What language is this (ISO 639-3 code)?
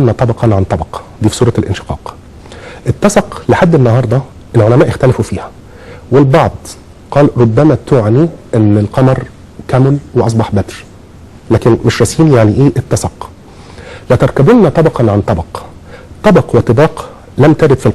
arz